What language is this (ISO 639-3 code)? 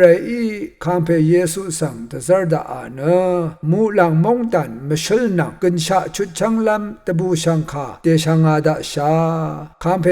raw